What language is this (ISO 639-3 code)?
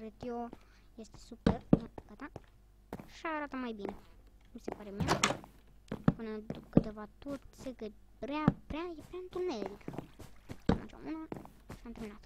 ron